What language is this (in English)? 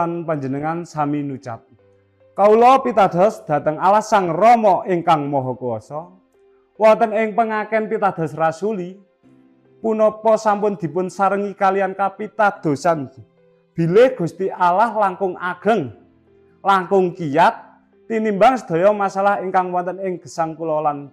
Javanese